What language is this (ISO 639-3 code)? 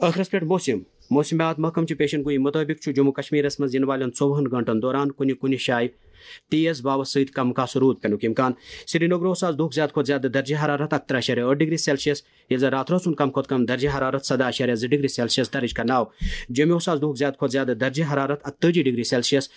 kas